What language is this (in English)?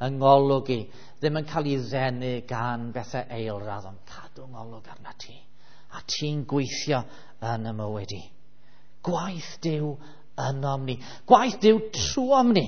Welsh